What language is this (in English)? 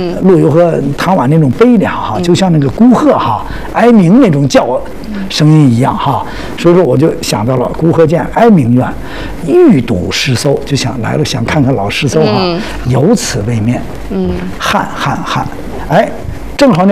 Chinese